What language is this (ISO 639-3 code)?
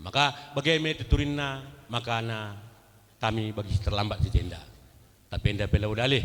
btx